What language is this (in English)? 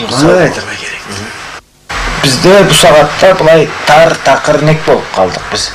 Karachay-Balkar